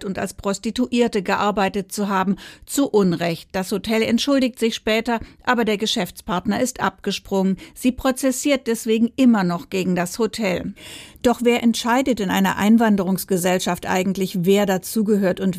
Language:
German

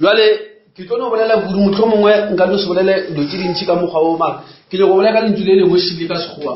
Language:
Northern Sotho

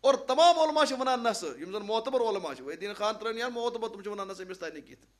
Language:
Kashmiri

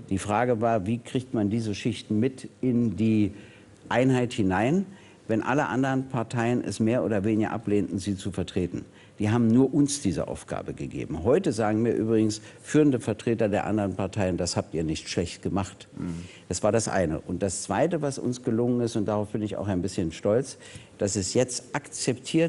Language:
German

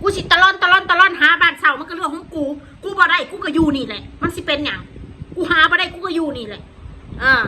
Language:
Northeastern Thai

